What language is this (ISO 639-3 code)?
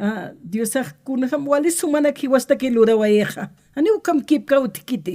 aym